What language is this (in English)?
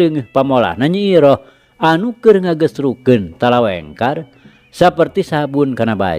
Sundanese